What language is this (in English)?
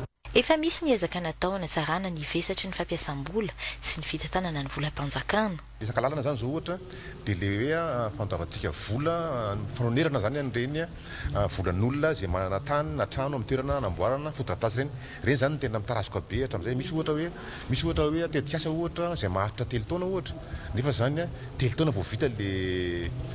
Malagasy